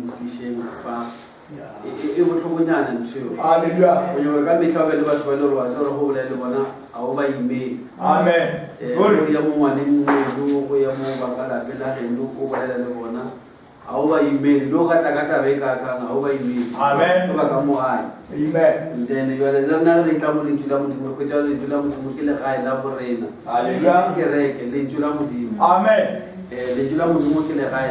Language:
Northern Sotho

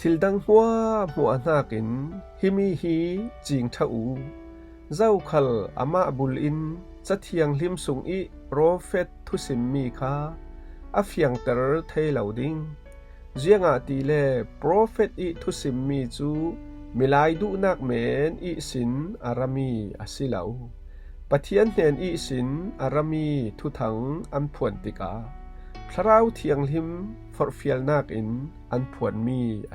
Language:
Falam Chin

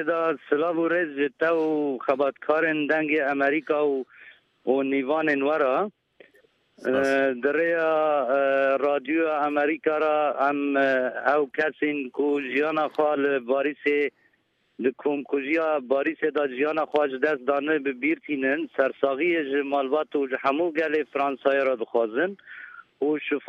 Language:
Kurdish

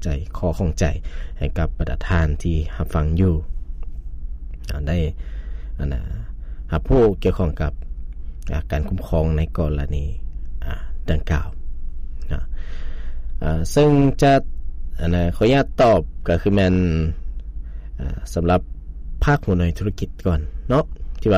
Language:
Lao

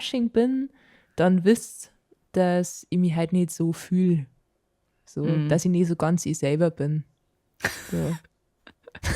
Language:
Bavarian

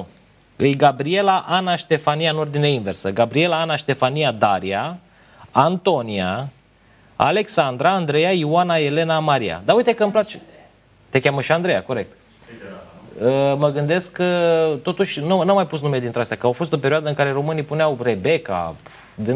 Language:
Romanian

